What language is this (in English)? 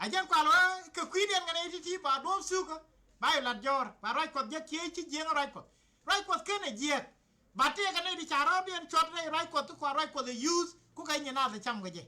Nuer